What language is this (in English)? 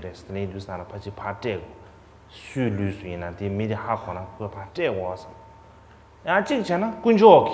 Tibetan